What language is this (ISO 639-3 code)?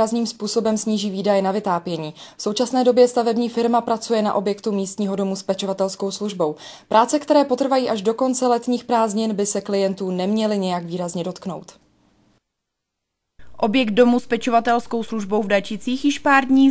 ces